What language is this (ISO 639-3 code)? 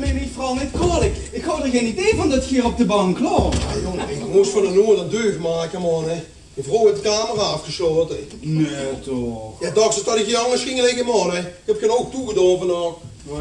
lim